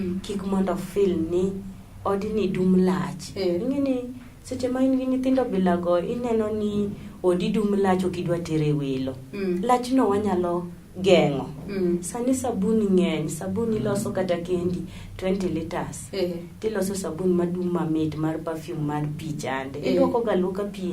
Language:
Luo (Kenya and Tanzania)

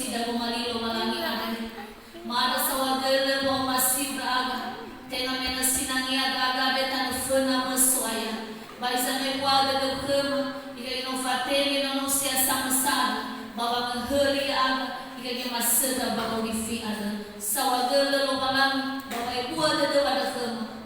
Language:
Nias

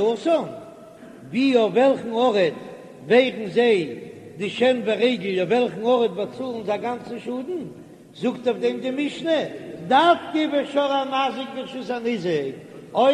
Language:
Yiddish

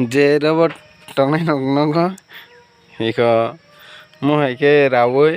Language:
Kok Borok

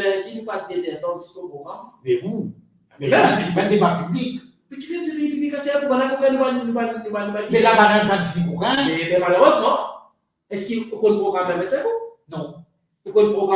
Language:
Morisyen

